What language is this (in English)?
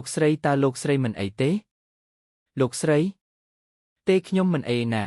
Khmer